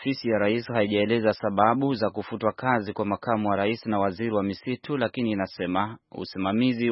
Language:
Swahili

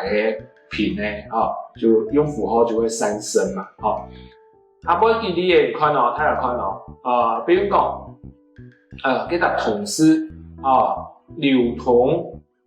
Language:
Hakka Chinese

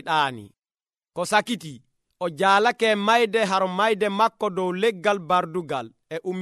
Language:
Nigerian Fulfulde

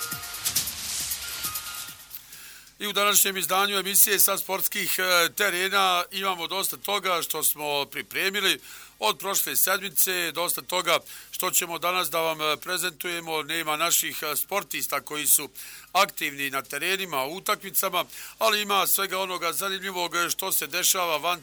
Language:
Bosnian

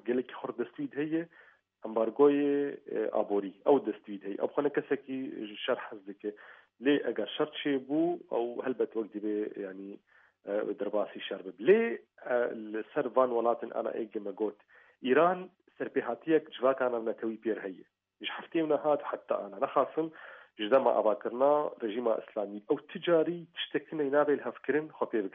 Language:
Kurdish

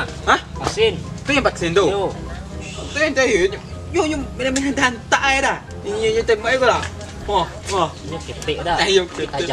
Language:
Minangkabau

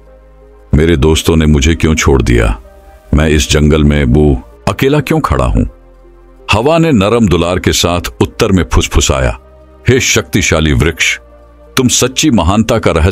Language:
Hindi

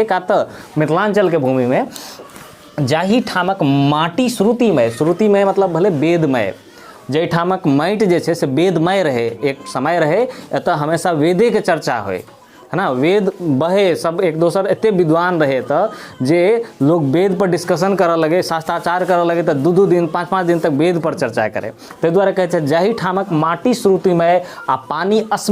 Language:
Maithili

